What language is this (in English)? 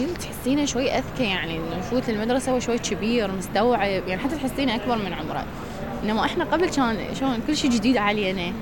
Mesopotamian Arabic